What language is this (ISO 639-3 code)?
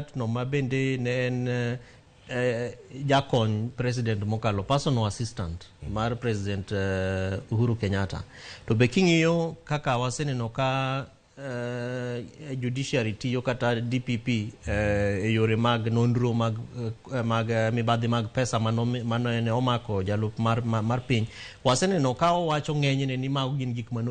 luo